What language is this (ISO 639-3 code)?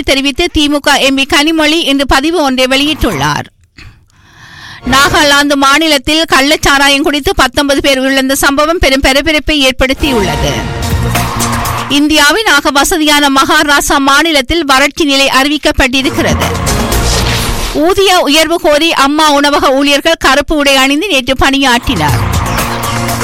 tam